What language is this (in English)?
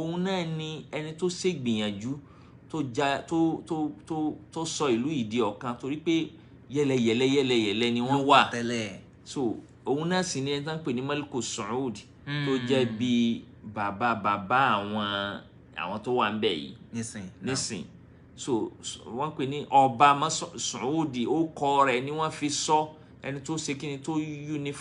Yoruba